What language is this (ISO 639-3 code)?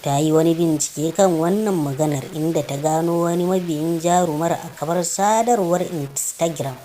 hau